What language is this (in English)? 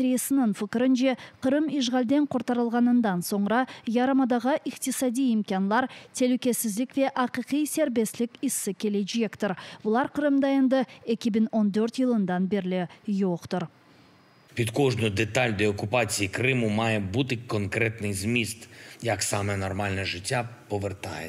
Crimean Tatar